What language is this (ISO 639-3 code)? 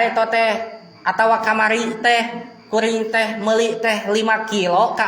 sun